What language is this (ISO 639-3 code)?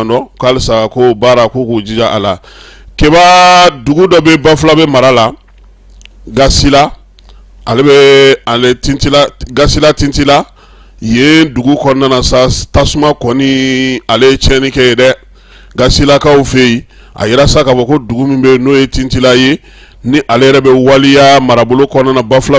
bam